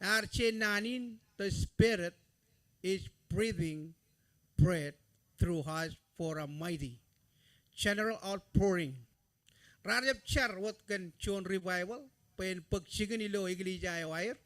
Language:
Marshallese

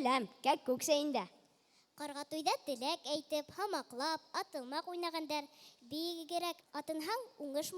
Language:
Bashkir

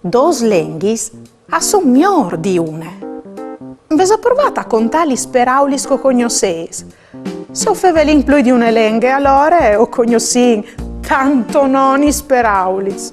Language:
Friulian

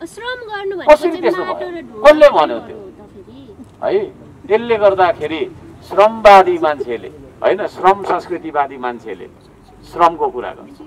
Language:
Nepali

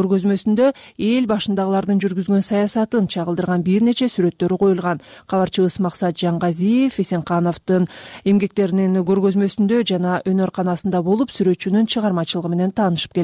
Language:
Kyrgyz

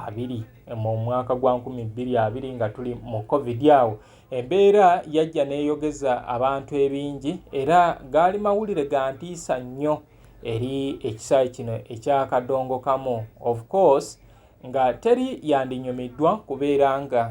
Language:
Ganda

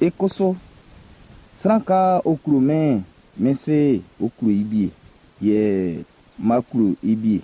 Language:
Baoulé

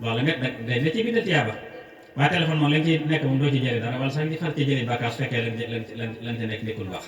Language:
Wolof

